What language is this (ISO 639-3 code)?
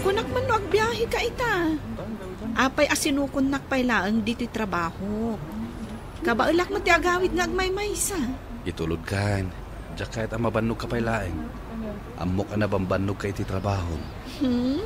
ilo